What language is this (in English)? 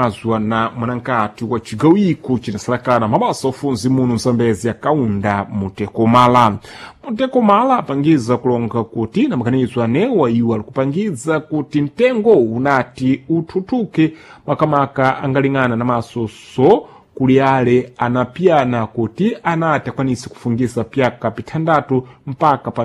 Sena